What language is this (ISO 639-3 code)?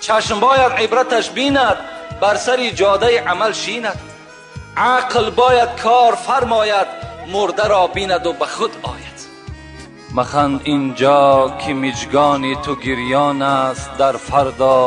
tgk